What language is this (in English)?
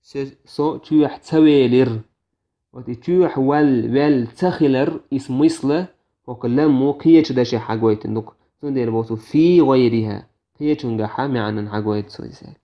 Chechen